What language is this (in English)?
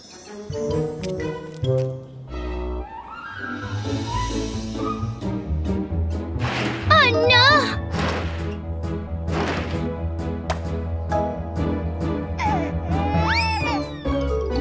Spanish